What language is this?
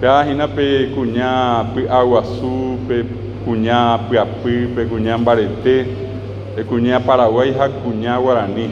Guarani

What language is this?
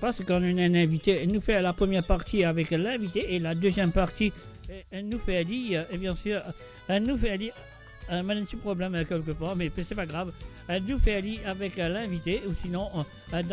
Morisyen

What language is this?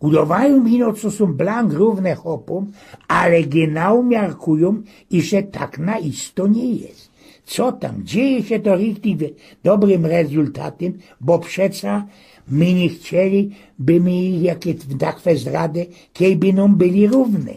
Silesian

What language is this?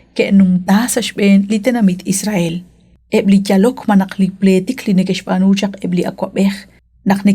Kekchí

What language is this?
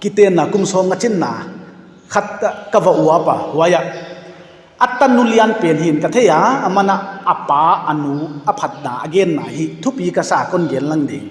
Paite Chin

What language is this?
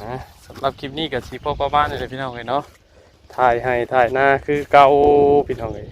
Northeastern Thai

